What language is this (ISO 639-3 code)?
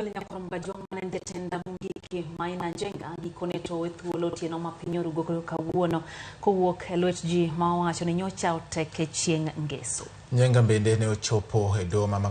luo